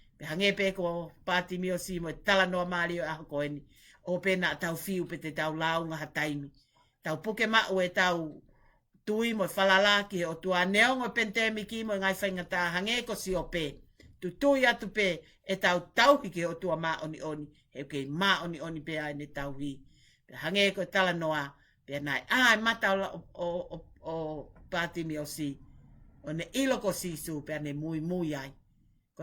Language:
Tongan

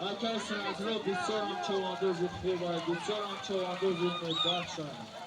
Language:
Tajik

